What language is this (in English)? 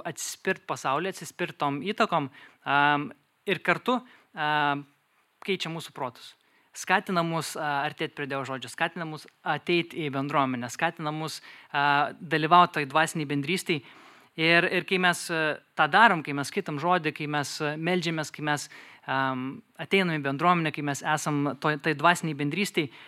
Lithuanian